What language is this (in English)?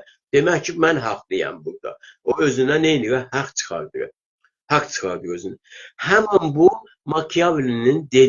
South Azerbaijani